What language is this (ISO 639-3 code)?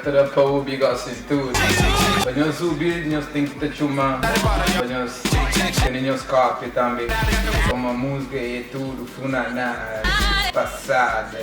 kea